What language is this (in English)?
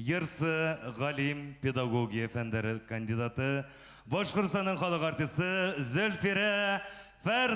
Bashkir